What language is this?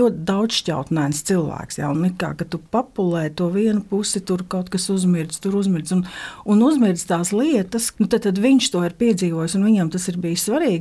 Latvian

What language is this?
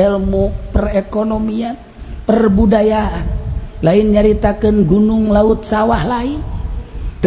Sundanese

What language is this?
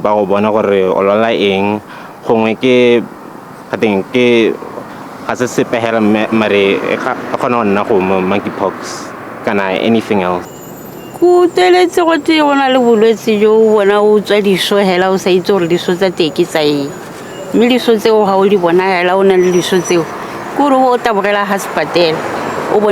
Tswana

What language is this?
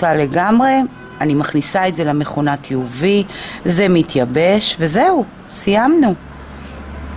Hebrew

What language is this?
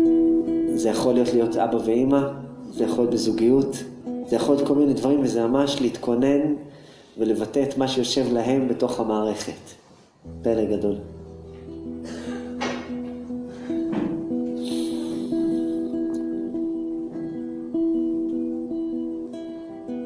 Hebrew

